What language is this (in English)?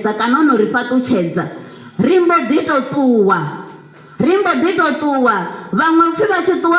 Venda